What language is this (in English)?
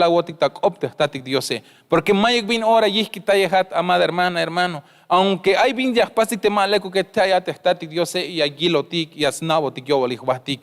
Tzeltal